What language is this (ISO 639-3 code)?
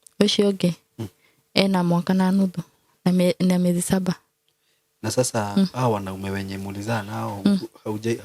kik